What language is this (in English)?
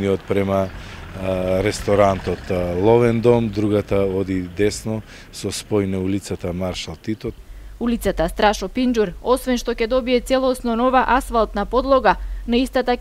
Macedonian